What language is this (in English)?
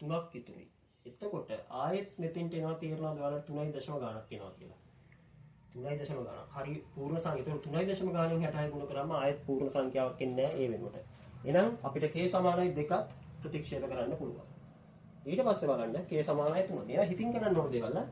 Sinhala